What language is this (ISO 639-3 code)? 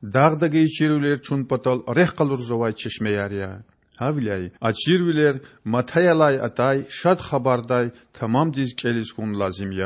lez